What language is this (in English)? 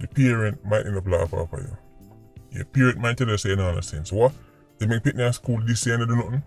Jamaican Creole English